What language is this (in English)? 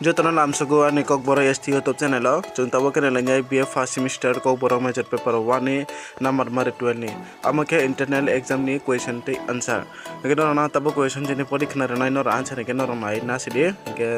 Kok Borok